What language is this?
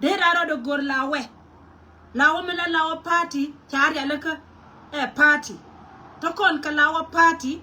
Nuer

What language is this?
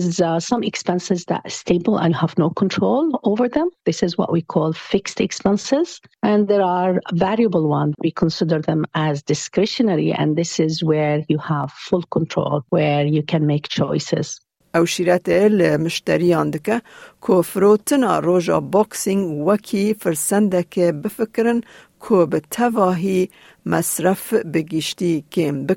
Kurdish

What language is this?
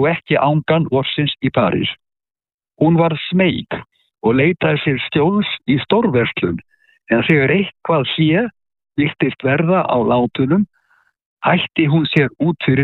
Icelandic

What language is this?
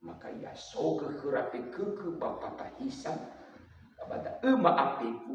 Nias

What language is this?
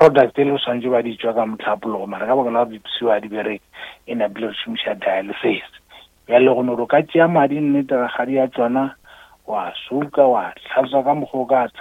Northern Sotho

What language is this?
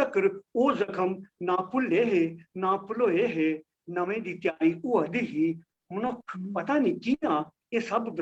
Dogri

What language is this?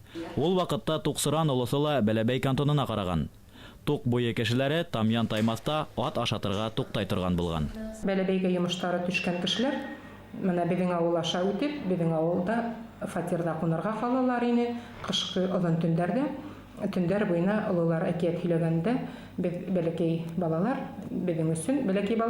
Bashkir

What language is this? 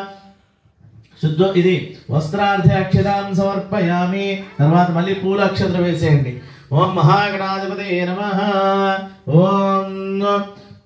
Telugu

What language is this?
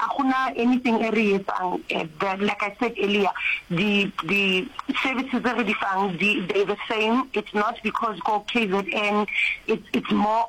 Northern Sotho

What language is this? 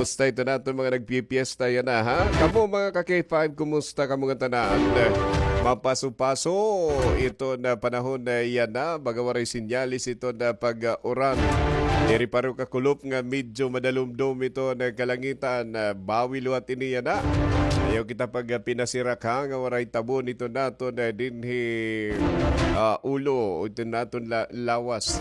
Waray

